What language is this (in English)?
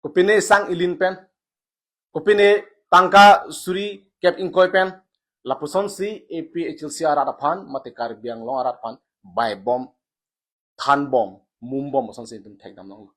Karbi